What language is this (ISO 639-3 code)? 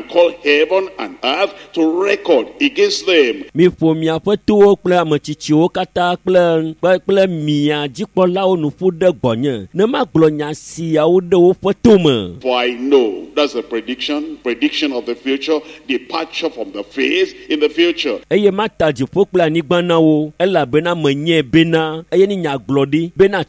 ewe